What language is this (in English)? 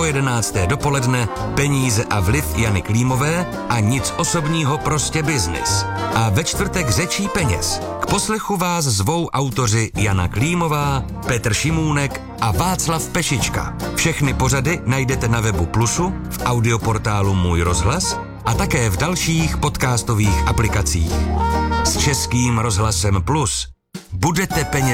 Czech